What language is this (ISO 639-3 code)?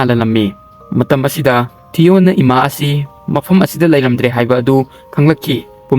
mni